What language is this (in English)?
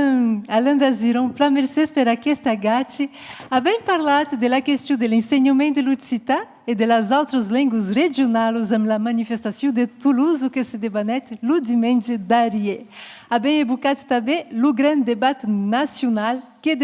Occitan